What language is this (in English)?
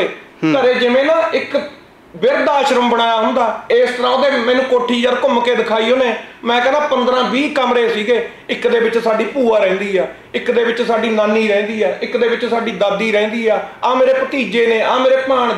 Punjabi